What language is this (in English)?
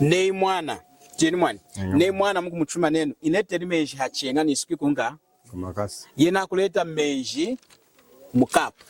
Lunda